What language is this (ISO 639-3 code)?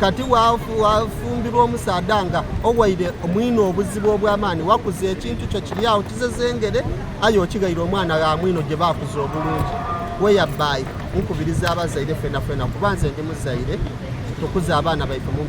xog